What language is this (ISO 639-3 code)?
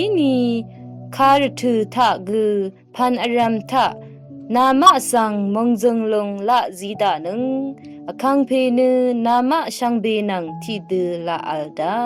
raw